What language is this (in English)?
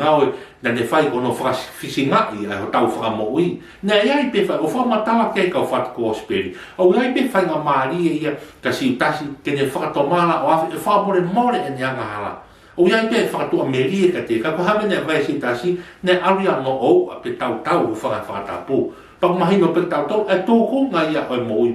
Tongan